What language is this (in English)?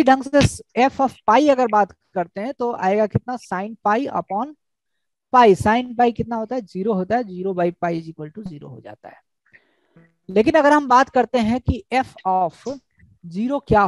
Hindi